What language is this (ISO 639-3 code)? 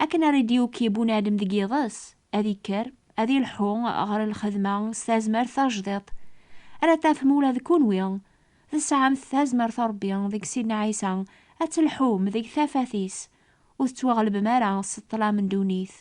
kab